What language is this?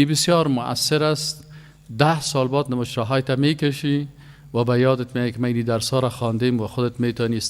Persian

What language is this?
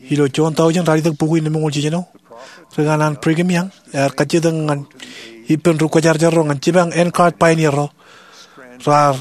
Marshallese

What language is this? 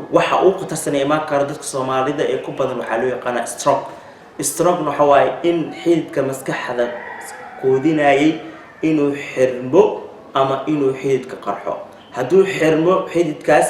Somali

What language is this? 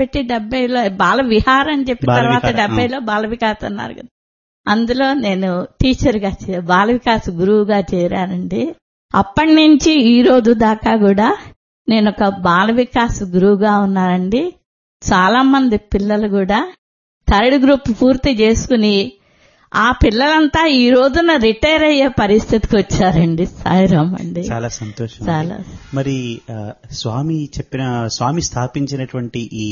Telugu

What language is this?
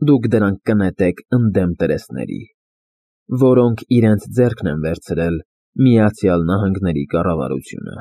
Armenian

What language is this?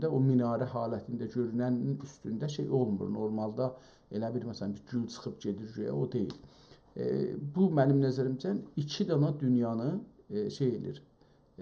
South Azerbaijani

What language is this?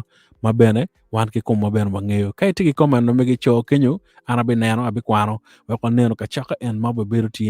Acoli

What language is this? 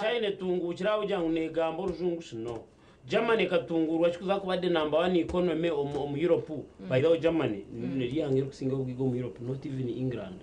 Nyankole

